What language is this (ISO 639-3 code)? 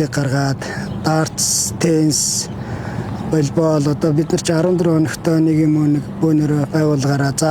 mon